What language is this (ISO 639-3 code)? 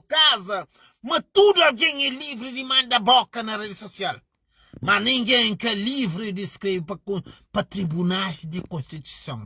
kea